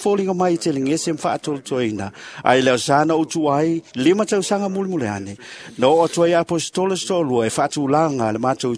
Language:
Samoan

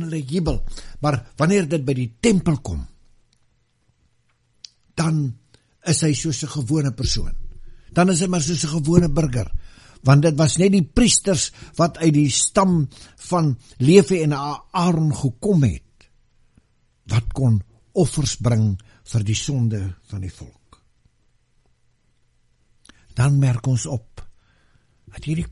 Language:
Afrikaans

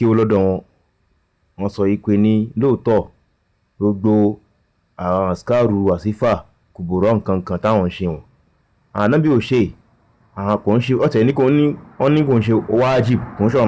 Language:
Yoruba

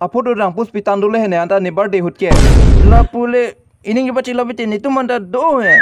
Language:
Karbi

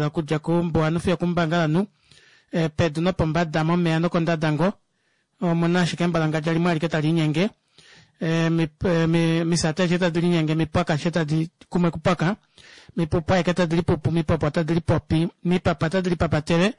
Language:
Kuanyama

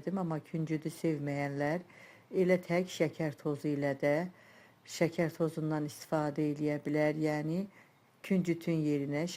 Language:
Azerbaijani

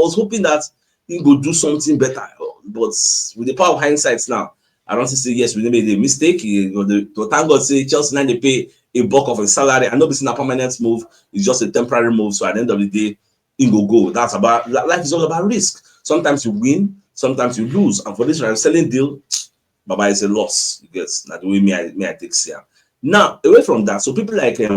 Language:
Nigerian Pidgin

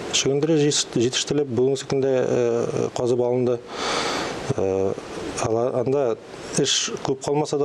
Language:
Tatar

